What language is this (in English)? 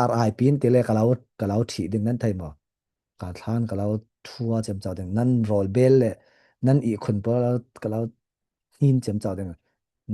Falam Chin